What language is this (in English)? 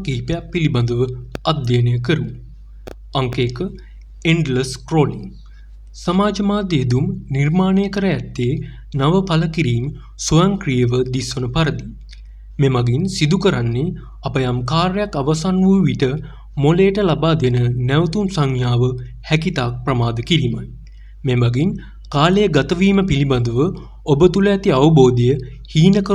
Sinhala